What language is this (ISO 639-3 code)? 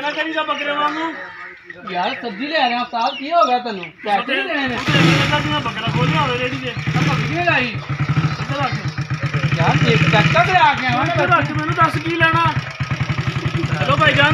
pan